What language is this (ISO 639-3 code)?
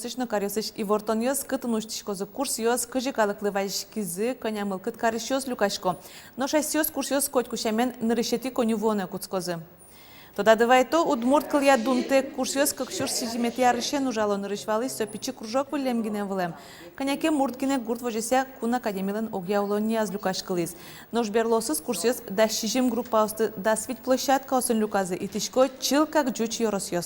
udm